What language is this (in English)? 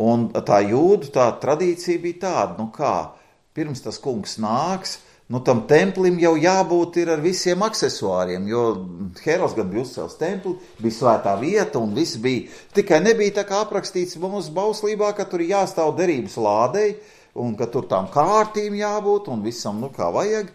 Latvian